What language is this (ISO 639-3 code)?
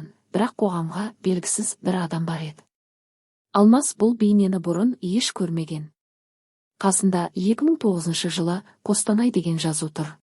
kaz